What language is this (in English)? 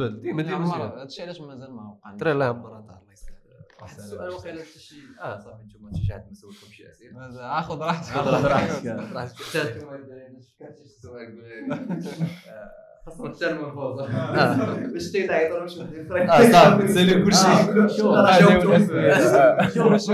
Moroccan Arabic